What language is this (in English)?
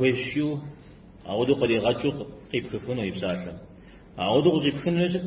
Kabardian